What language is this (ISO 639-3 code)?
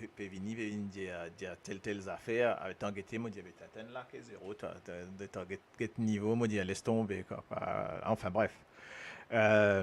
mfe